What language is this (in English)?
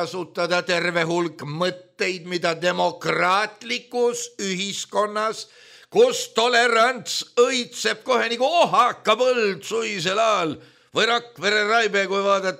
Estonian